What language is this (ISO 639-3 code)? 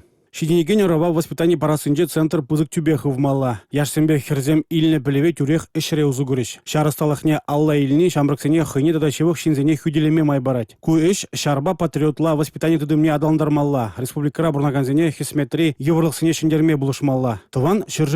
chv